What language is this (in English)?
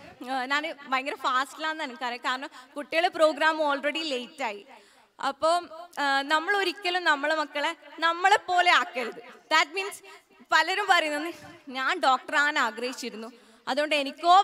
Malayalam